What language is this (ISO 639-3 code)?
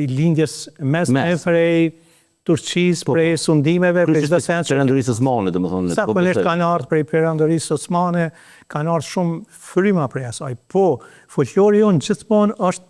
sqi